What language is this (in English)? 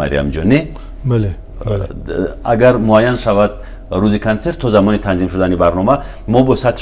Tajik